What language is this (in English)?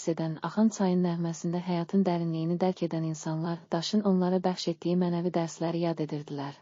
Azerbaijani